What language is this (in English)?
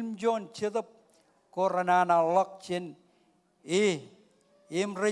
Marshallese